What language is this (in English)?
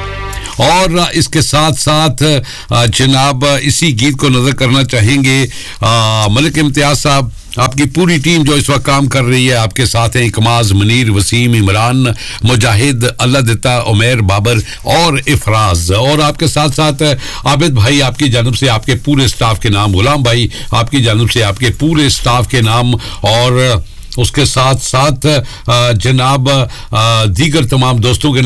Urdu